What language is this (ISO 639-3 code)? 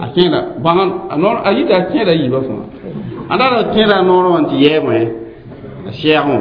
mos